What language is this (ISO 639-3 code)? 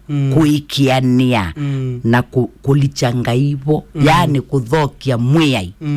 kam